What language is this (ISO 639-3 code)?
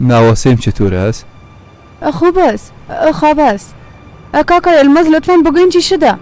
fas